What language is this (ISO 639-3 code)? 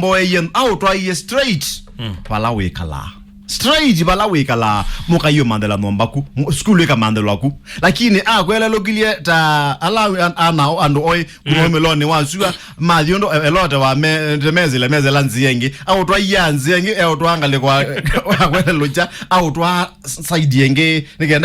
kam